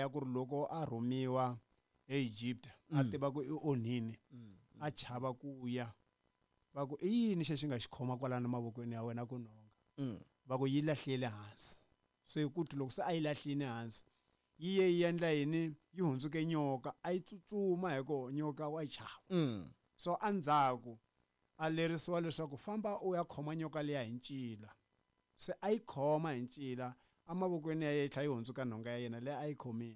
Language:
Tsonga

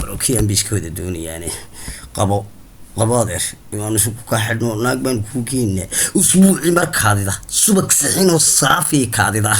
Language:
Somali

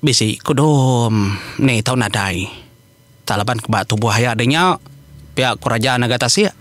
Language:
Iban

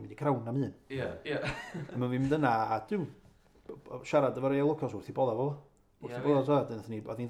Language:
Welsh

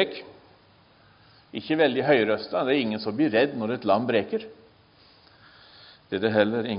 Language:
Norwegian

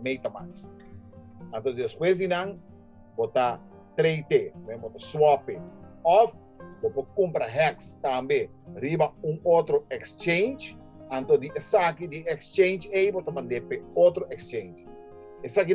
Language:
Papiamento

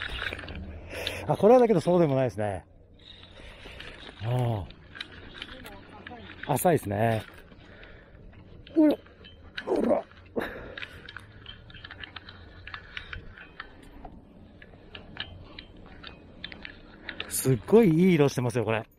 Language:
Japanese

